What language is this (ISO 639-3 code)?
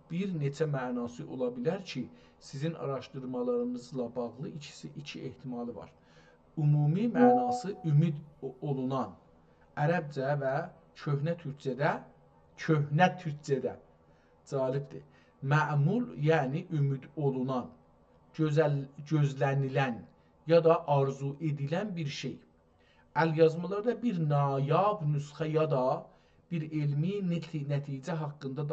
azb